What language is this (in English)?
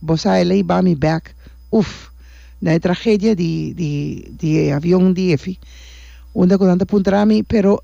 Papiamento